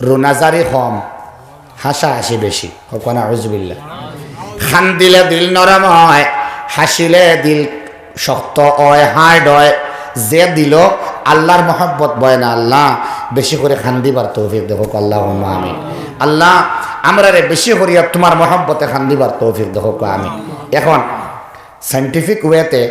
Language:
Sylheti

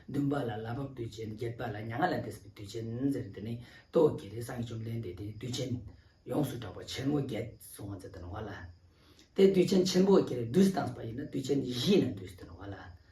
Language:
Ladakhi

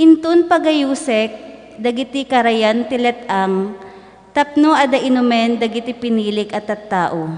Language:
Iloko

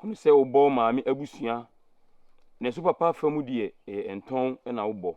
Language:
Akan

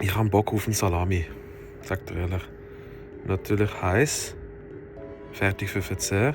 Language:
Swiss German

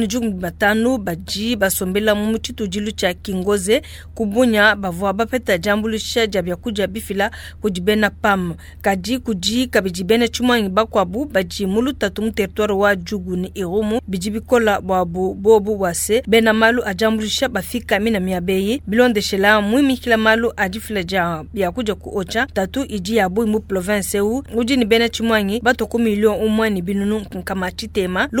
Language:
Luba-Lulua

